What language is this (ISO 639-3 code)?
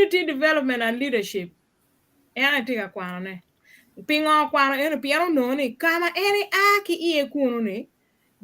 ach